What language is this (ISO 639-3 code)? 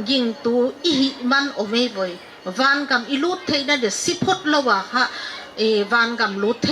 pck